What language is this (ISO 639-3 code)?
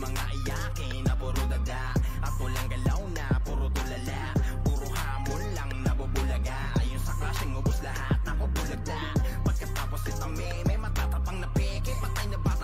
fil